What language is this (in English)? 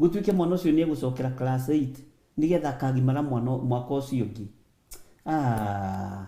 Kikuyu